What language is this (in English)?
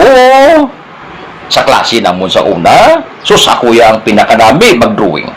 Hiligaynon